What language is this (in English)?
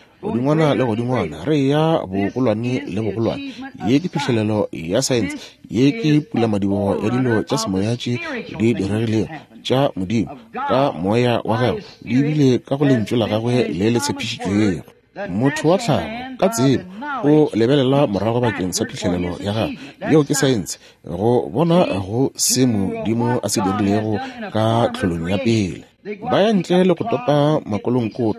Northern Sotho